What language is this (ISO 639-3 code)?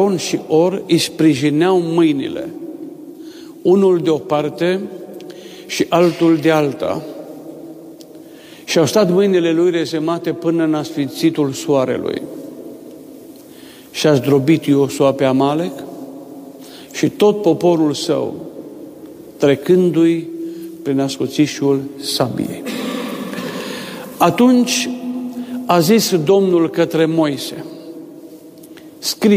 ron